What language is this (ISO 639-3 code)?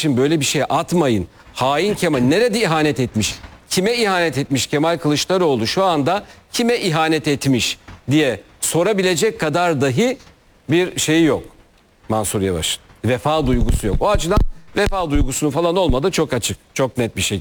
tur